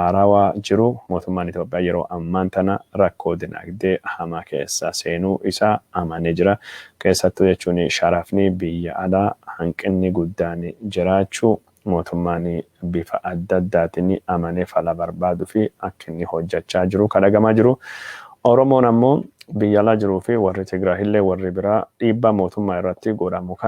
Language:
Oromo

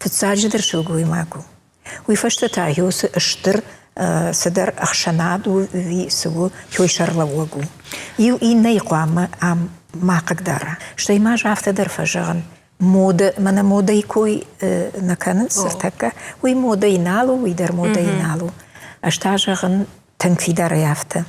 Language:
Ossetic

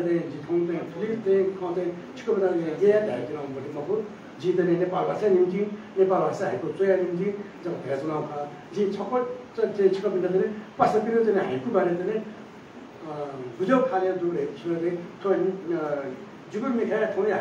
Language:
Newari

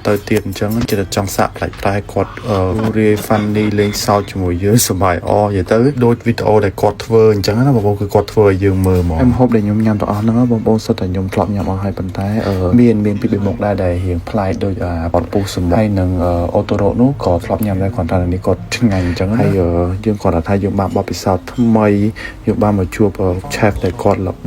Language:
Khmer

